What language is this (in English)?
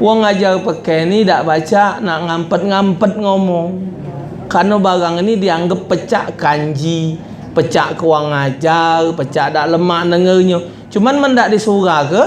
Musi